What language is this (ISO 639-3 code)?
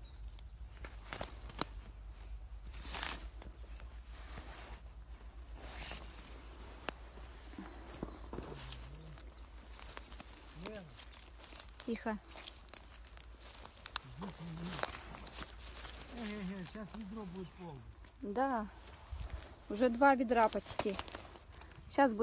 rus